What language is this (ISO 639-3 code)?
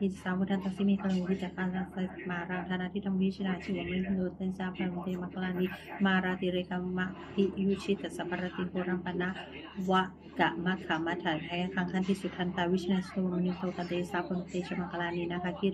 pli